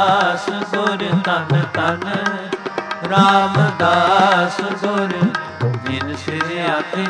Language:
Punjabi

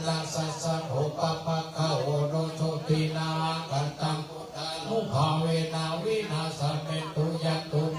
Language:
Pali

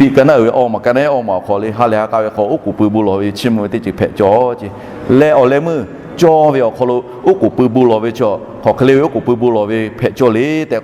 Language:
Lahu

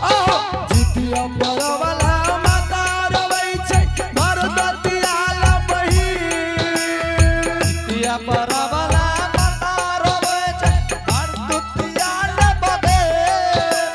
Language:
Angika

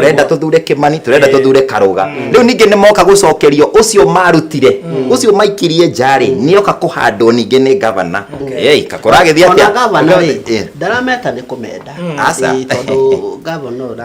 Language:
Kikuyu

